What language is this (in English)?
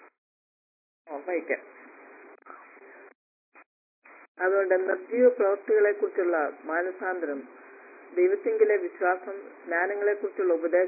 Malayalam